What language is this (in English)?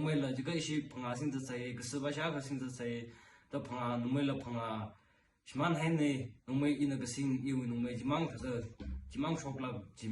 Tangkhul Naga (India)